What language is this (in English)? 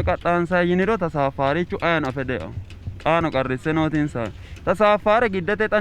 Sidamo